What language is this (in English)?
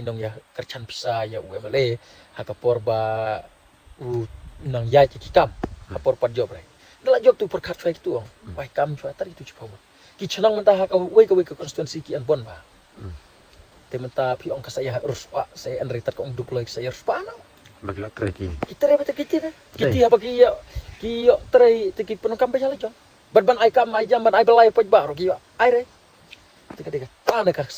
Khasi